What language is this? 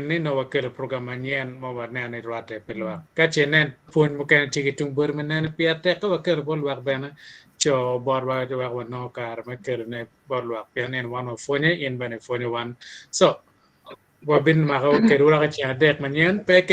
Acoli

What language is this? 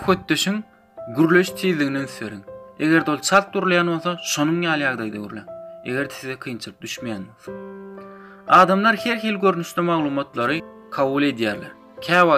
Turkmen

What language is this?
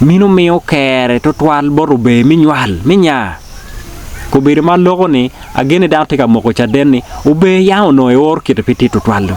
Acoli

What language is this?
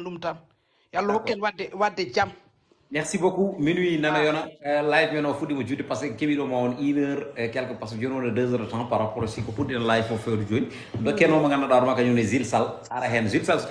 Fula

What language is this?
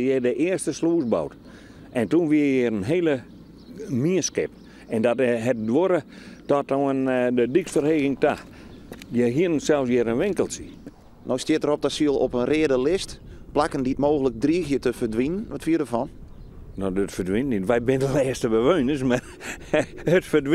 Western Frisian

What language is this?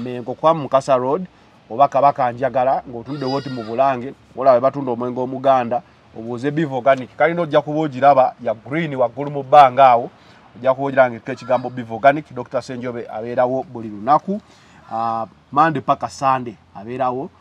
Ganda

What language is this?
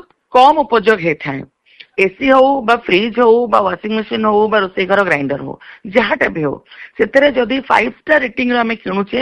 Odia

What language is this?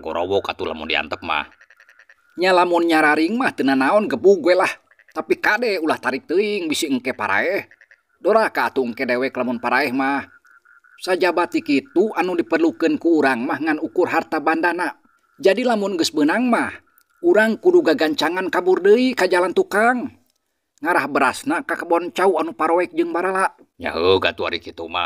Sundanese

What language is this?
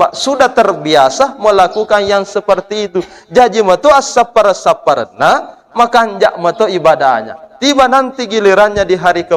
Buginese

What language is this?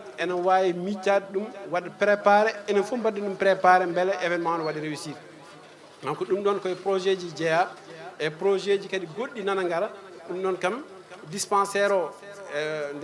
Fula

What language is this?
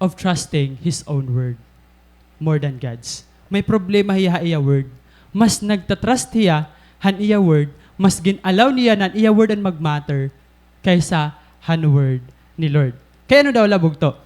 Waray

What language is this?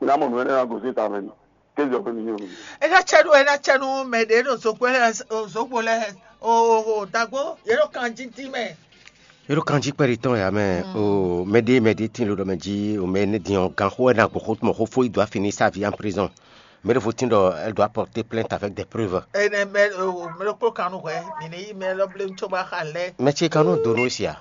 Fon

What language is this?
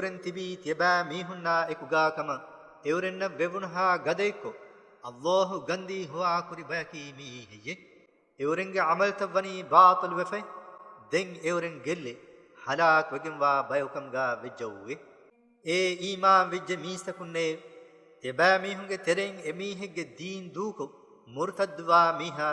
Divehi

